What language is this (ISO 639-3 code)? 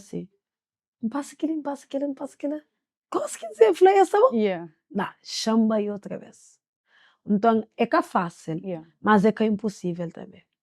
kea